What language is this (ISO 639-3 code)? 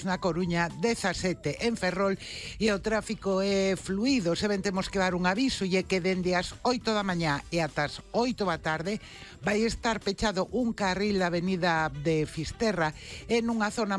glg